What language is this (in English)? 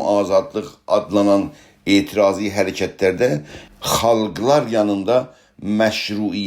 South Azerbaijani